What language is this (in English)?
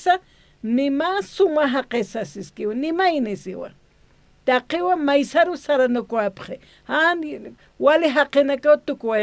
Aymara